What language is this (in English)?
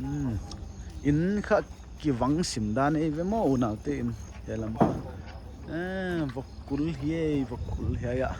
Paite Chin